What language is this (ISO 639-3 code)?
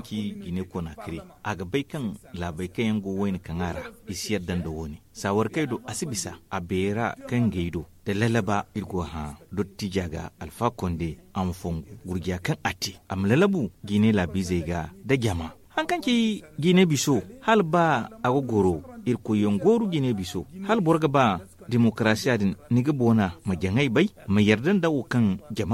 dje